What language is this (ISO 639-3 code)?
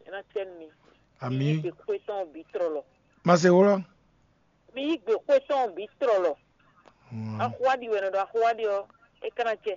fon